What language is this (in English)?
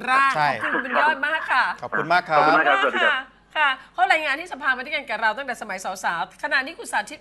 Thai